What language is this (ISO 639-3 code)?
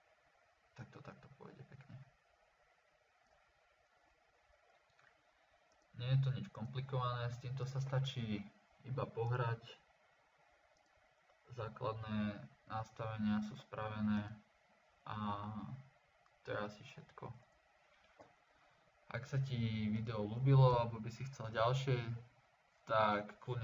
slk